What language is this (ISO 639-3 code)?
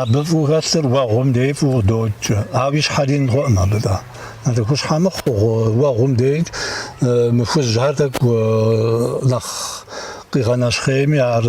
kbd